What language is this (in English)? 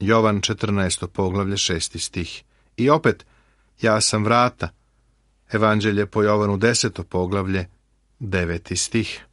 Serbian